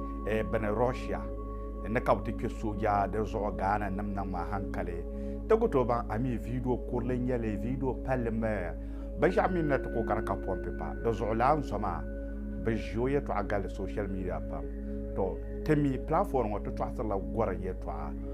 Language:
Dagbani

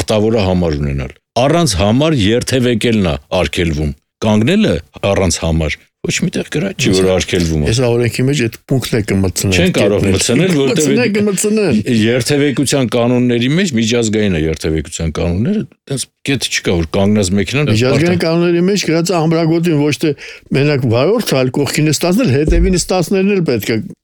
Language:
Armenian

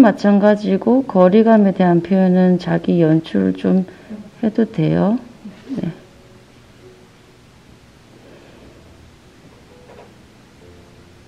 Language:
Korean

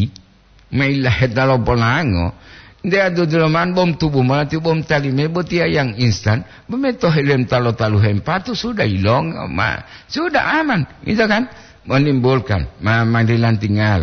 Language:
Gorontalo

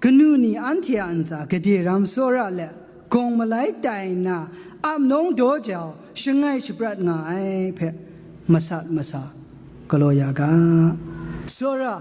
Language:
Kachin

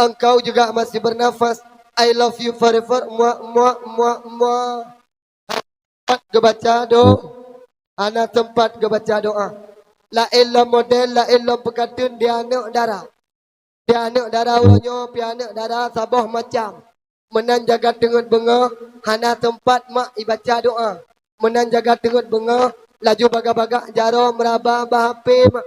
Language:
Achinese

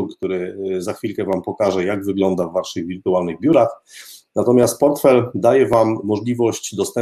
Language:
Polish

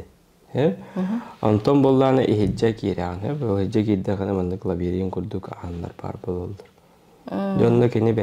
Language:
Yakut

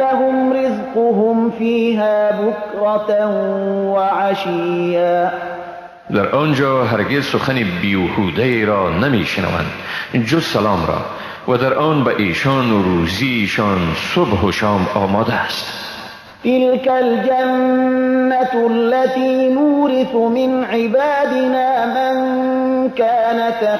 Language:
Persian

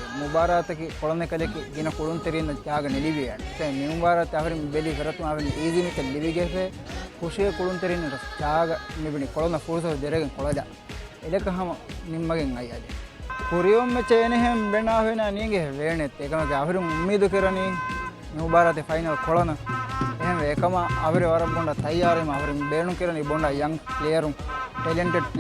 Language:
Divehi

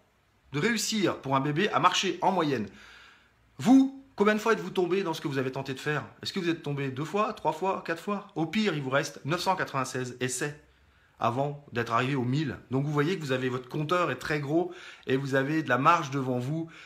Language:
French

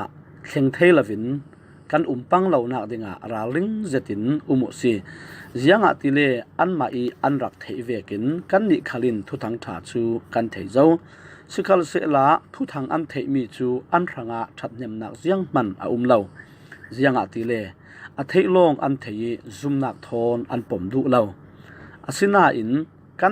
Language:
Falam Chin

